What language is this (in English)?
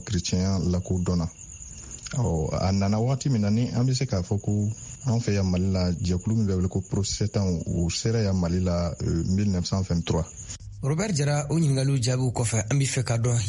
Bambara